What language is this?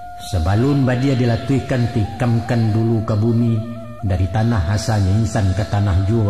Minangkabau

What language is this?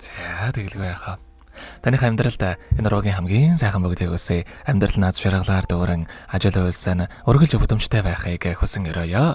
Mongolian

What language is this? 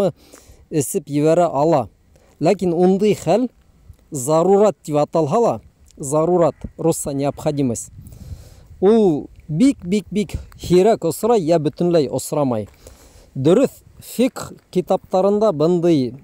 Bashkir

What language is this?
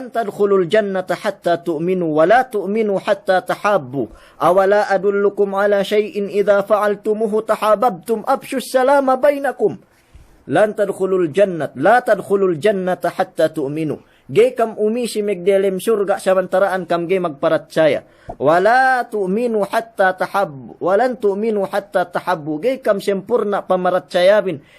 Yakan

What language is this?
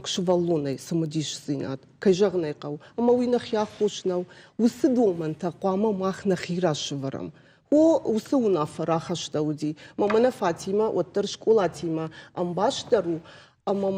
Ossetic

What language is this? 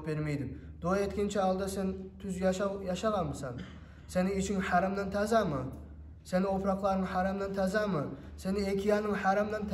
Kumyk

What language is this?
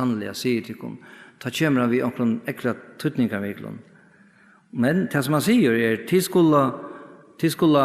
Faroese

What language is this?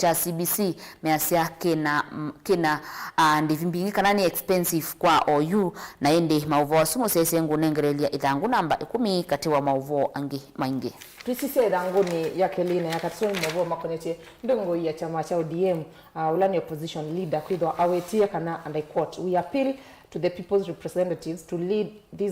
Kamba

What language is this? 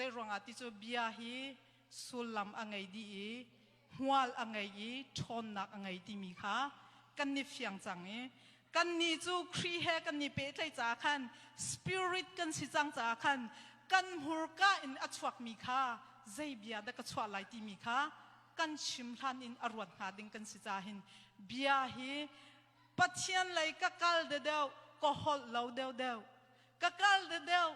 Hakha Chin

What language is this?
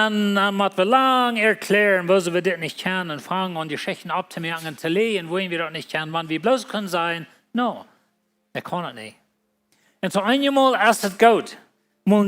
Plautdietsch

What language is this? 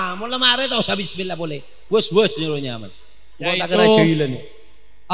Madurese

